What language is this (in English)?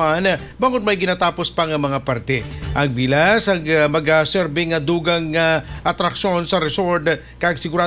Hiligaynon